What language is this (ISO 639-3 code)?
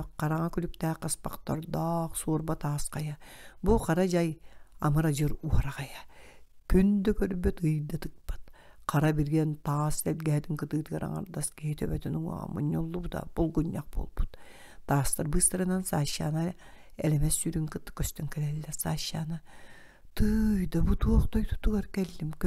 sah